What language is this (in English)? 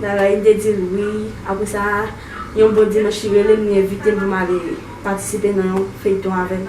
Haitian Creole